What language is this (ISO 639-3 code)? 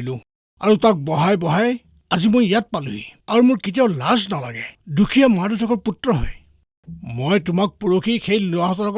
asm